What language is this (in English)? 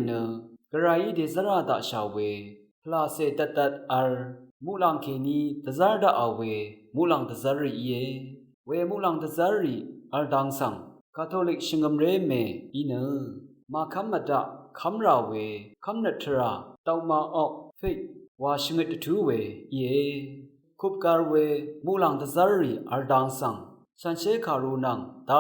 Rawang